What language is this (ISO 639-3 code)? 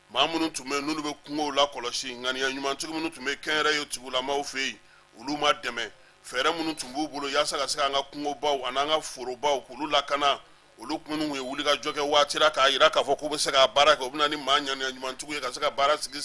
bam